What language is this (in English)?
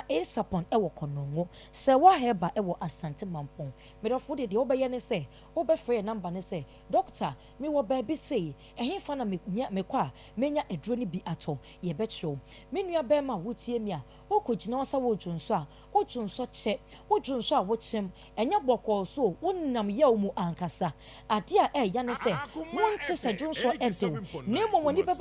Akan